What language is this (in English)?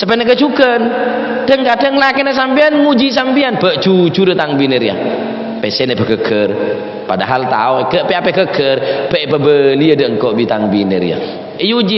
Madurese